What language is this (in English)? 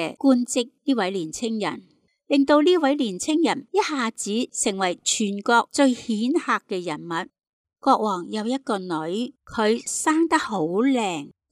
Cantonese